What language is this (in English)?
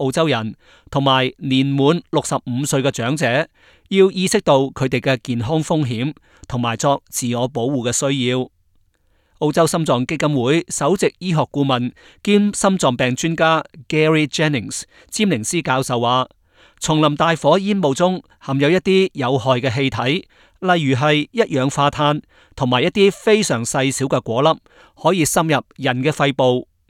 Cantonese